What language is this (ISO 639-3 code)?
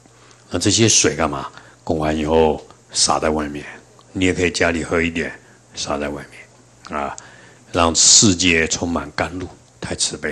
zho